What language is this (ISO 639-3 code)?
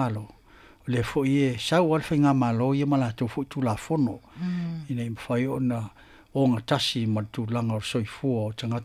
smo